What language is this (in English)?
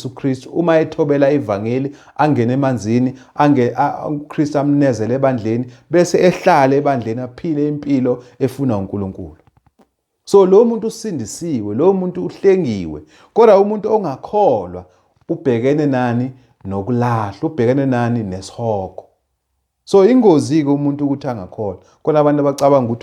Zulu